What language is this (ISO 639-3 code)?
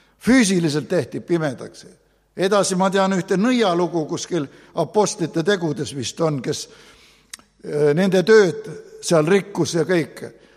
est